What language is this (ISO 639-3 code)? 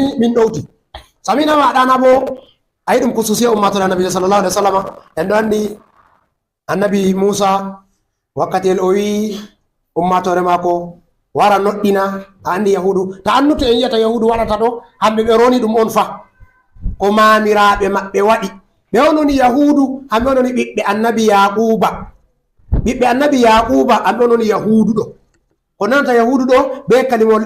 ful